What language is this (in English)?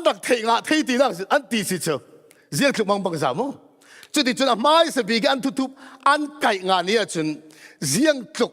Falam Chin